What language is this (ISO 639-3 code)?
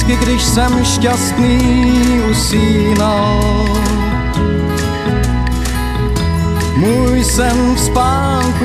ces